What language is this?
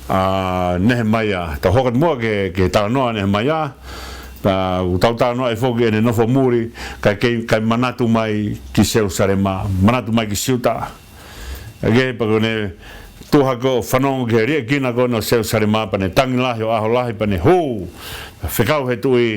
Tongan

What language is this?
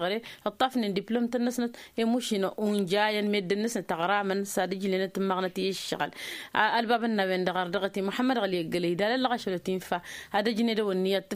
Tamasheq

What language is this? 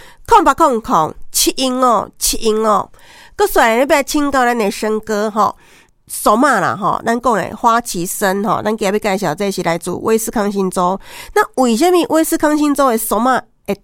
Min Nan Chinese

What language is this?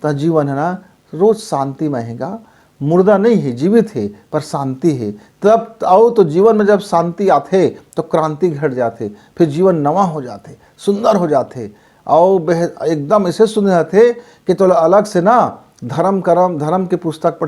Chhattisgarhi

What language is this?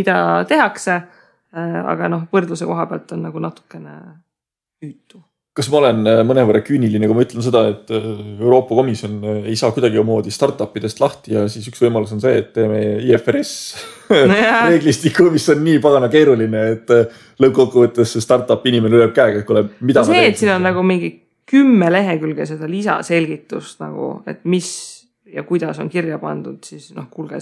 Estonian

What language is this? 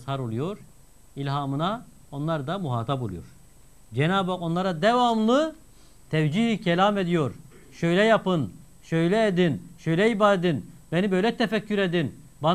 Turkish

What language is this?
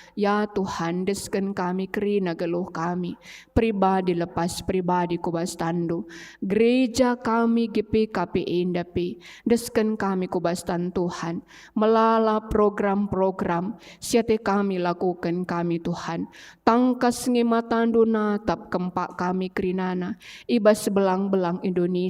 Batak Karo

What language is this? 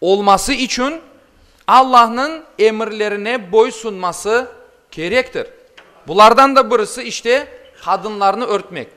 Crimean Tatar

